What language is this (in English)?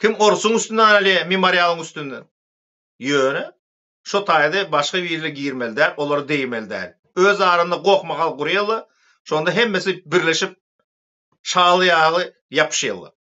Turkmen